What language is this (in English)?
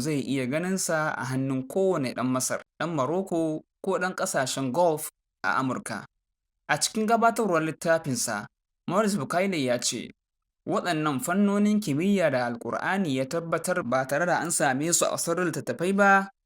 Hausa